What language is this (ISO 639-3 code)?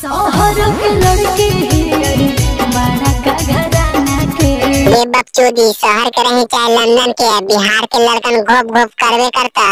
mag